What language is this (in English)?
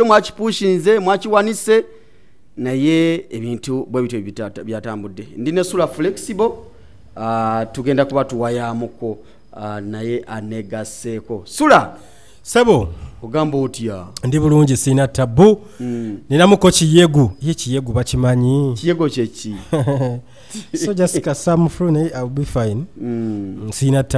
Ganda